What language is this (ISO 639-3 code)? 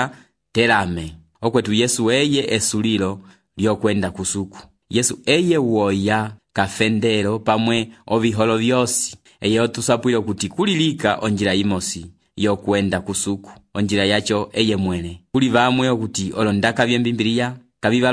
umb